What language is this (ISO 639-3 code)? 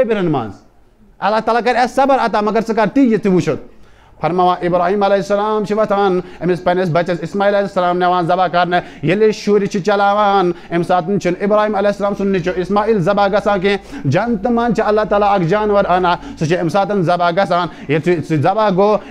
kas